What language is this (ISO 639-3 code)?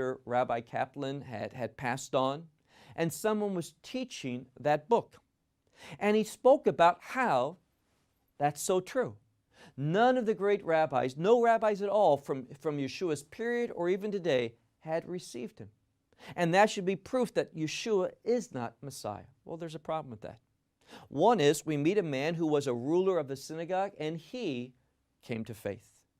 eng